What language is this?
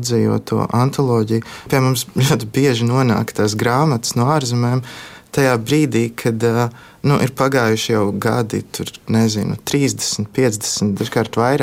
Latvian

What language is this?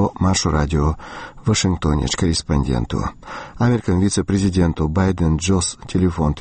Chechen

